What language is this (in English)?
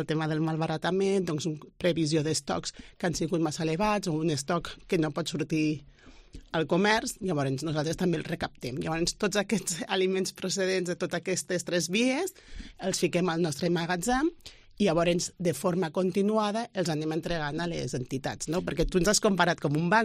Catalan